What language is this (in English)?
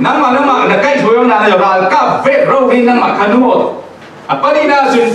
Falam Chin